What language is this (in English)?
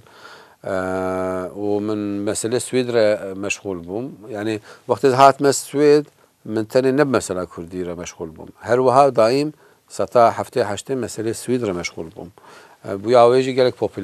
Kurdish